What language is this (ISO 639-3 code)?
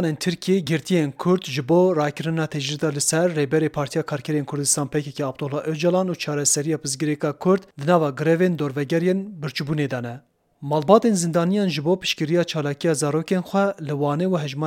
kur